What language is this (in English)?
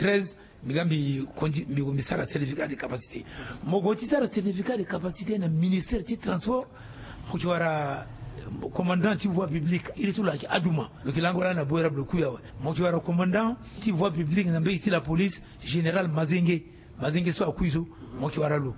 Sango